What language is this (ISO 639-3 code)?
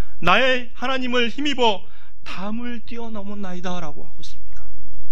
kor